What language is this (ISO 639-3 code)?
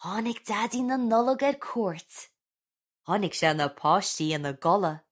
gle